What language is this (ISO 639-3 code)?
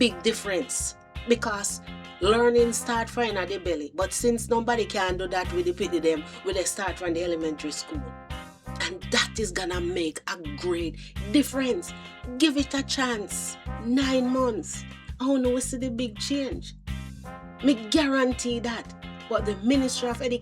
jam